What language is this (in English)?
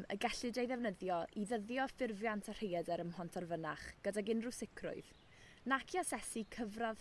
Welsh